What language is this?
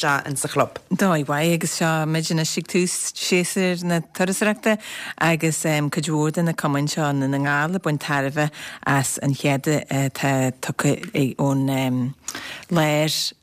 Irish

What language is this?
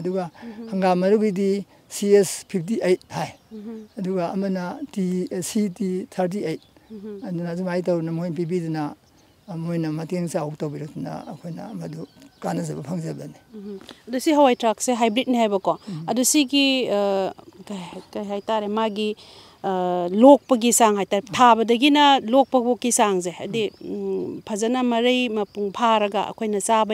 Manipuri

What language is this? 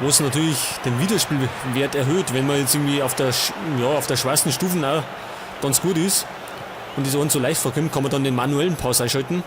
Bavarian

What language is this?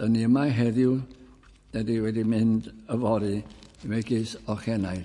Welsh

